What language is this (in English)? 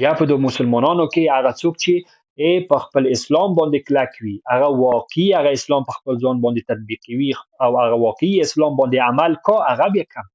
Pashto